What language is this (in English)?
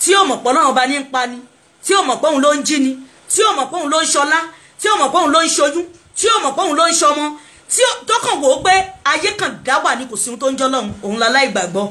Yoruba